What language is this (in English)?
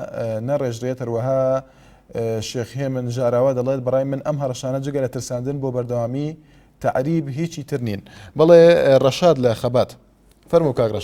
Central Kurdish